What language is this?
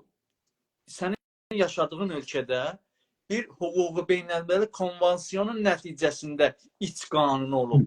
South Azerbaijani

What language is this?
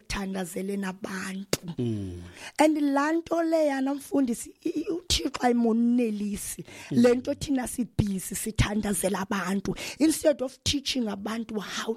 Xhosa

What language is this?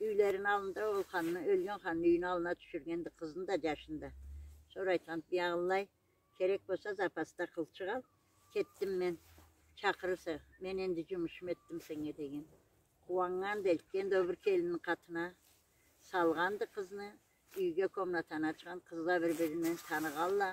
Karachay-Balkar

